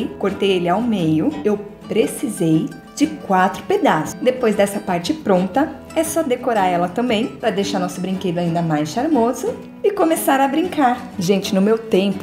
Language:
Portuguese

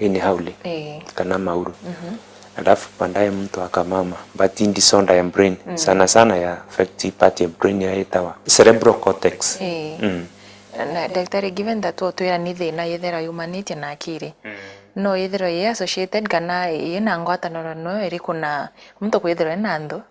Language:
Meru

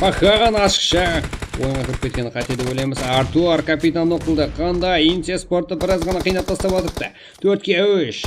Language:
Kara-Kalpak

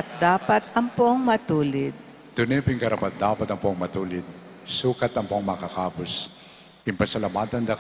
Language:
Pampanga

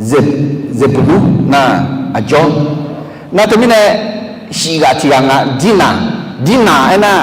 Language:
Akha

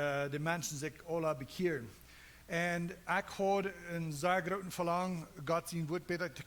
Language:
Plautdietsch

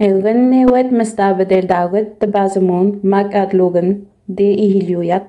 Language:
Innu-aimun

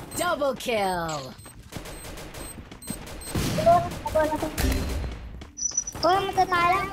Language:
Thai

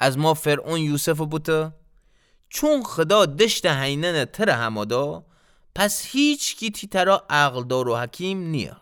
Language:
Gilaki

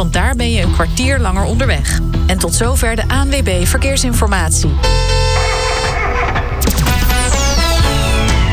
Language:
Dutch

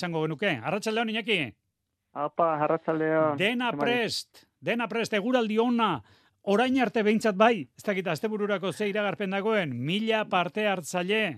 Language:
Basque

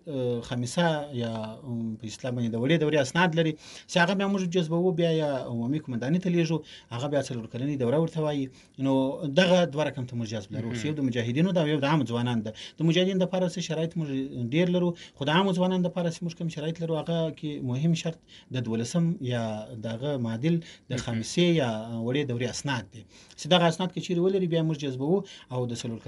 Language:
Pashto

